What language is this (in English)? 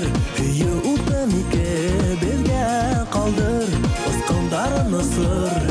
Bashkir